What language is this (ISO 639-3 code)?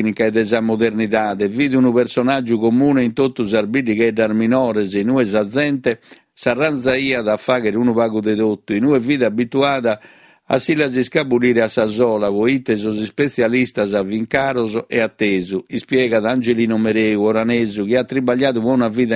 srd